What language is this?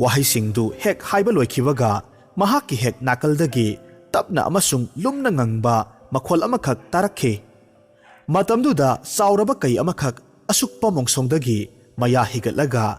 Manipuri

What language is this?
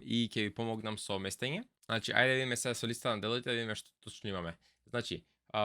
Macedonian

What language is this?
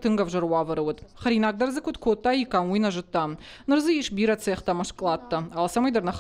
Ossetic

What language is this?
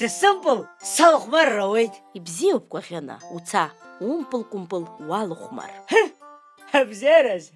Abkhazian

